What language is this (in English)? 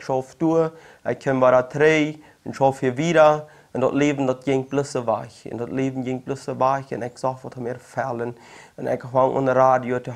Plautdietsch